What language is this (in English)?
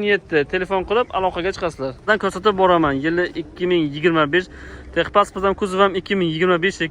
Uzbek